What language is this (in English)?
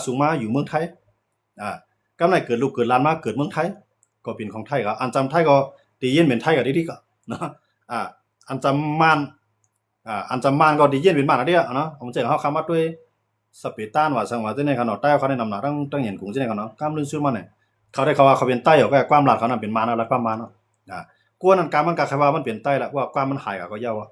Shan